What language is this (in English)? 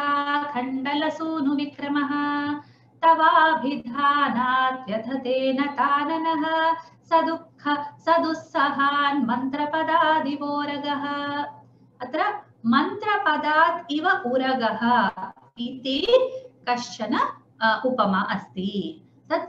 Sanskrit